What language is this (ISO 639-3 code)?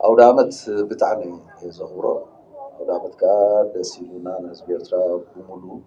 tir